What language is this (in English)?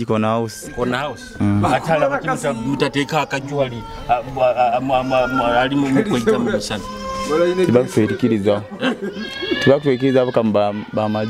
Nyoro